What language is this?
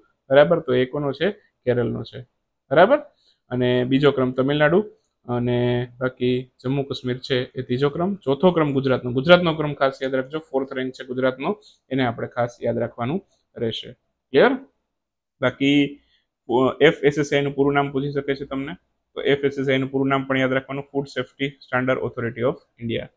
Gujarati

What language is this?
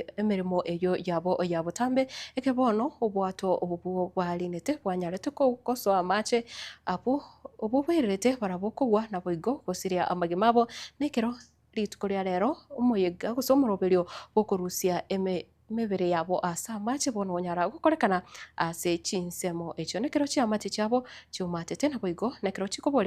Gusii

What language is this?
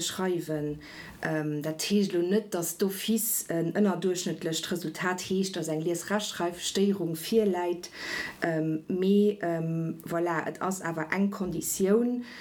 Luxembourgish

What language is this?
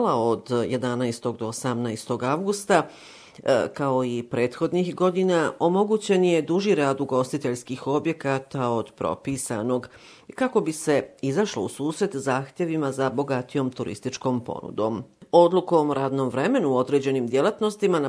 Bosnian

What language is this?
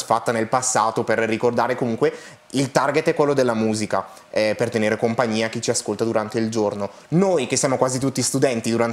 Italian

